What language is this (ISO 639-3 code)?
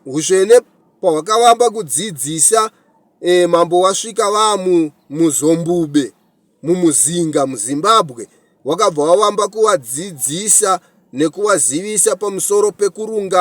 sna